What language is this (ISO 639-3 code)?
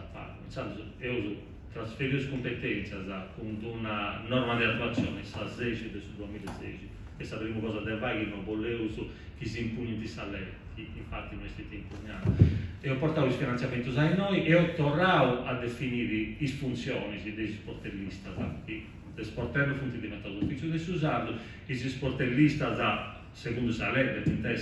srd